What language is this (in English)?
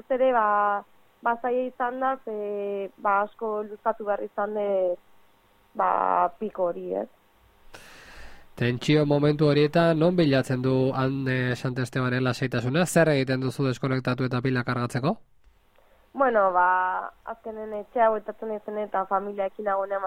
Basque